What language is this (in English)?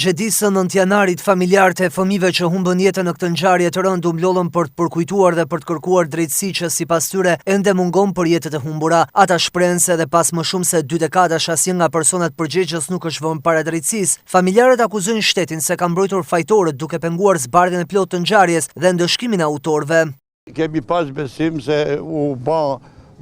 Albanian